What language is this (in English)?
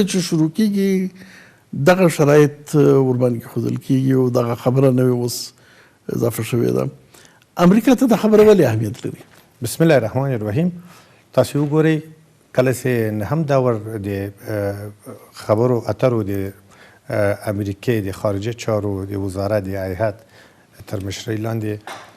Pashto